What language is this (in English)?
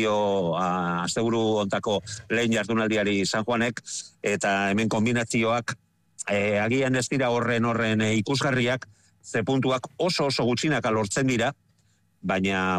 Basque